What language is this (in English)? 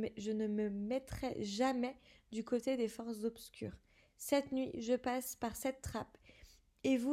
French